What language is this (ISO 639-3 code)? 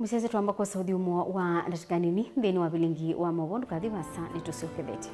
kam